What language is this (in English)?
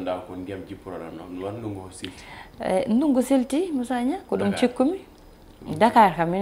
Fula